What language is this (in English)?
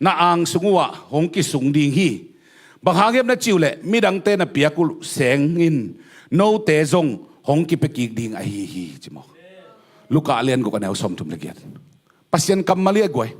Tedim Chin